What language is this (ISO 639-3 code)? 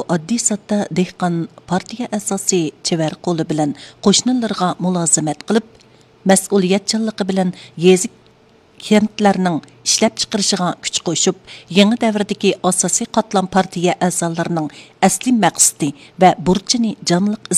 uig